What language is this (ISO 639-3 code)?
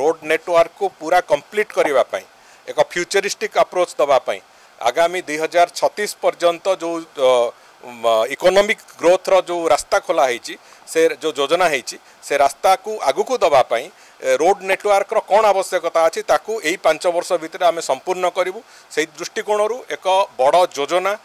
ori